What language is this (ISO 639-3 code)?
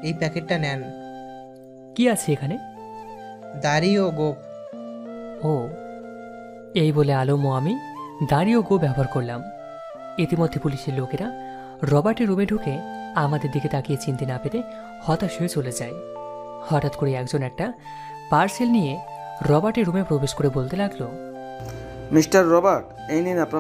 ben